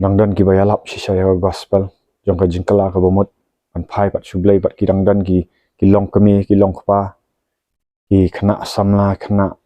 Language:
Khasi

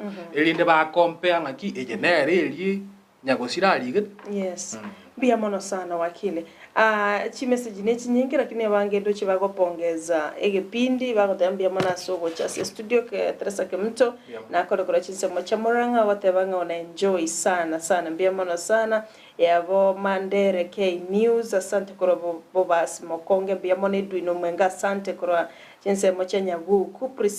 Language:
Gusii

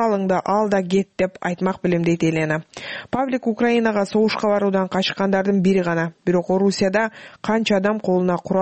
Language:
Kyrgyz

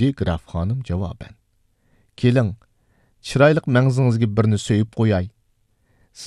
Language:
Uyghur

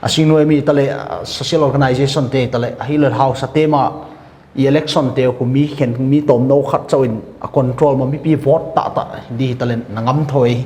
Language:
Paite Chin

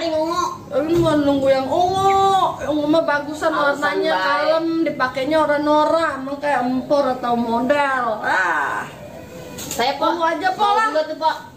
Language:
Betawi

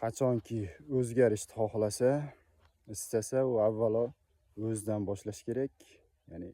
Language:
Uzbek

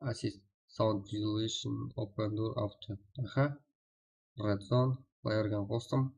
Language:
Kara-Kalpak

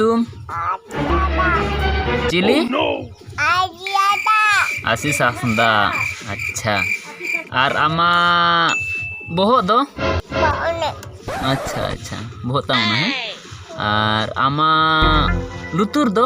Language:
Santali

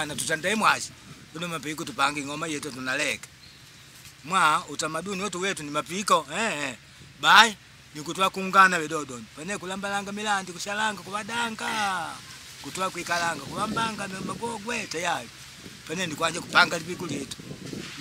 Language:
Makonde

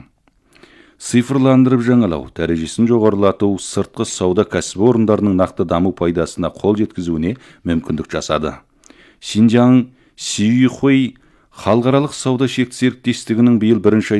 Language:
Kazakh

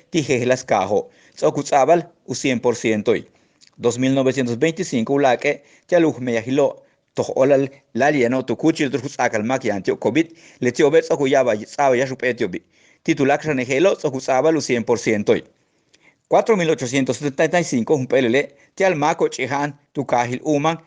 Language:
Yucateco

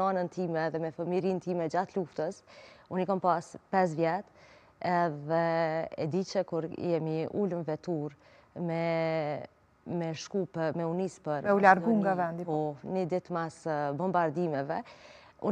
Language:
Albanian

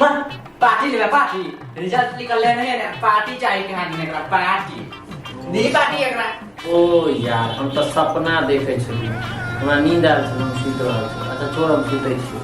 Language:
Maithili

